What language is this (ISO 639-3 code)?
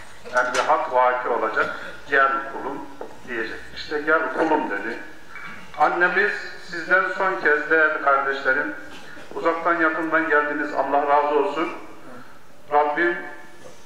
tur